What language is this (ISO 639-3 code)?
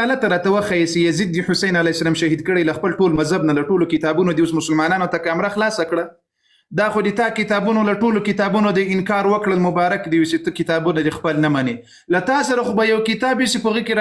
pus